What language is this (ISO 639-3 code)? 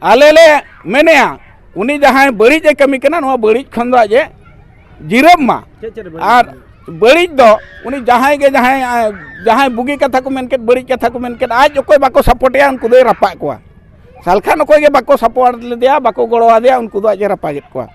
sat